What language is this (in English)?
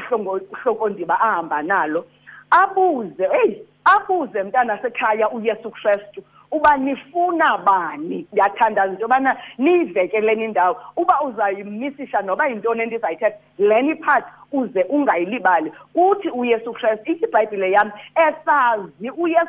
Xhosa